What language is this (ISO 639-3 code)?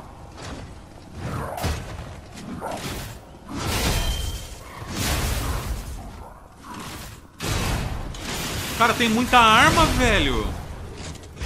por